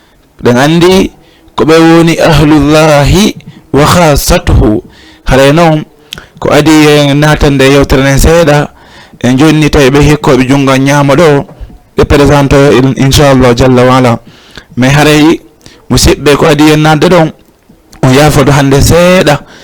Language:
Fula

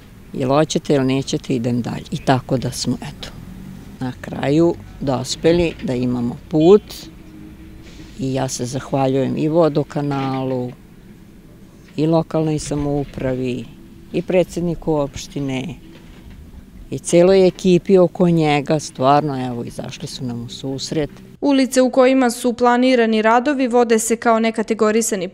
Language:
Serbian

